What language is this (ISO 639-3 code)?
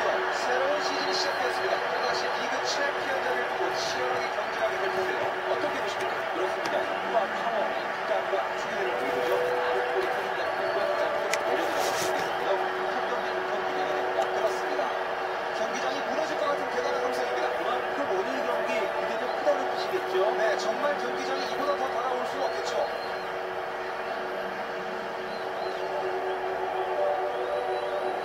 kor